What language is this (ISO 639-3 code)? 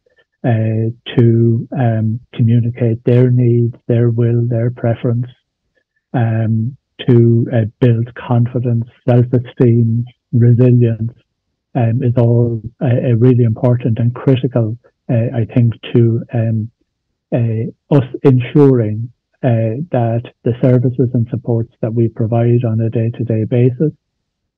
eng